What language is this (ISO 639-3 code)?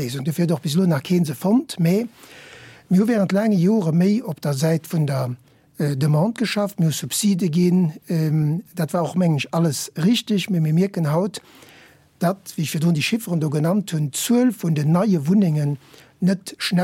ltz